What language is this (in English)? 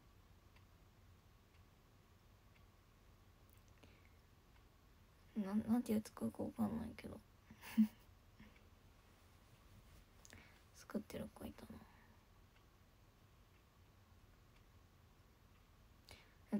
Japanese